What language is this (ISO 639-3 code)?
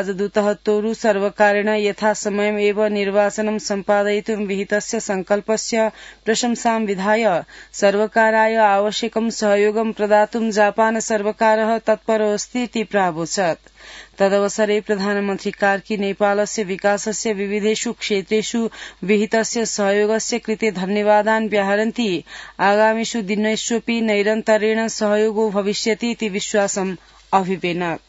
san